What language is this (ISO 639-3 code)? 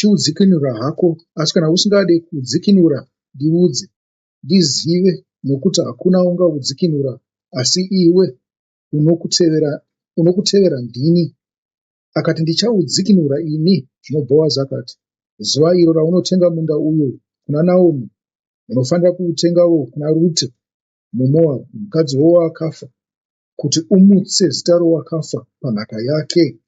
sna